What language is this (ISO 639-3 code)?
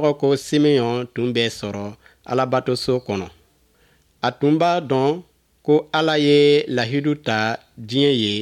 bam